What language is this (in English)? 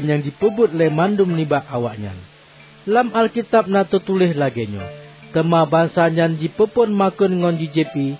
Achinese